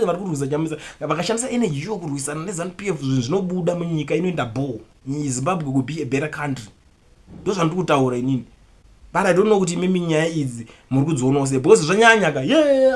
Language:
Shona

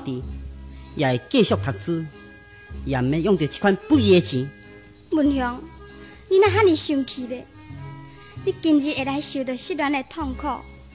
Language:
Min Nan Chinese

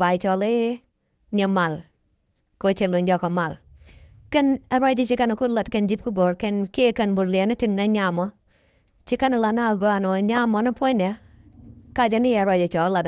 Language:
Nuer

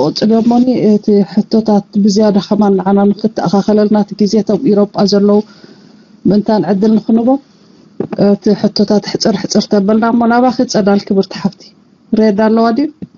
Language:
Tigrinya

